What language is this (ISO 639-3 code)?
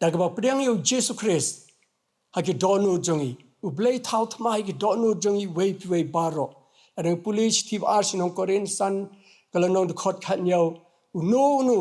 kha